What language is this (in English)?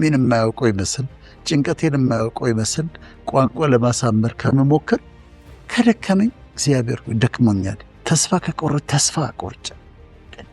Amharic